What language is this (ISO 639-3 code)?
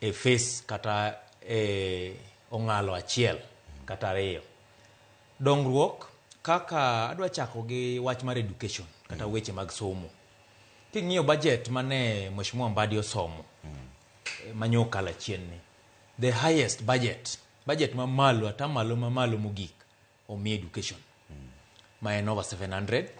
luo